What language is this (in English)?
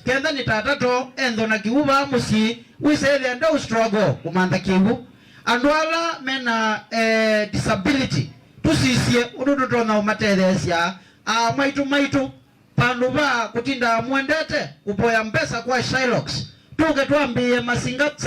Kamba